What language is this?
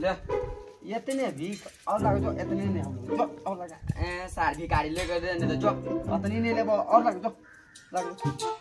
Maithili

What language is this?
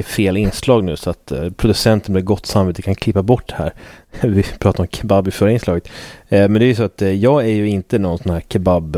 Swedish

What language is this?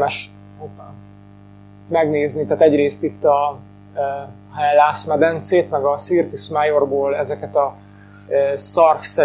Hungarian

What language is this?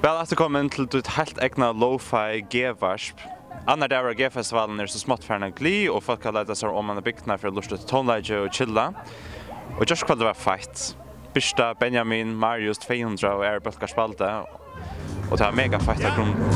Faroese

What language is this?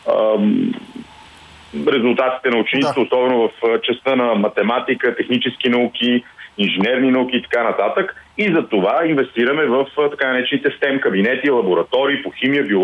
Bulgarian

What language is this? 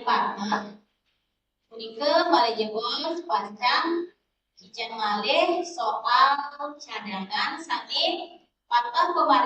Balinese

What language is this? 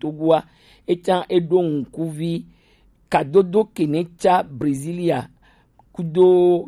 Gen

